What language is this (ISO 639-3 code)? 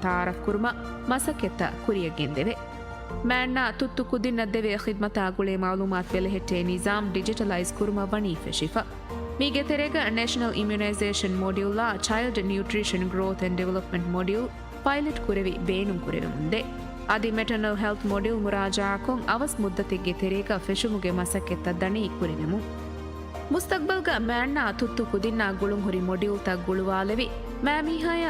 div